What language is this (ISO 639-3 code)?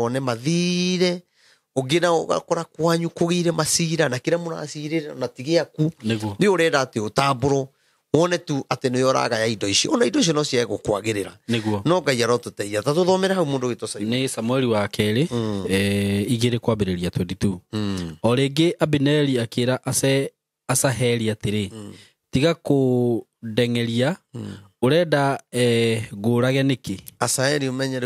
kik